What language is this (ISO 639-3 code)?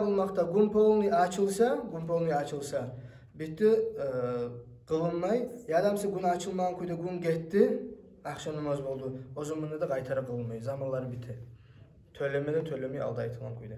kum